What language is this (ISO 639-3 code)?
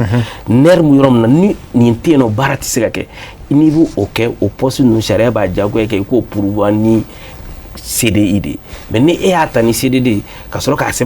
bam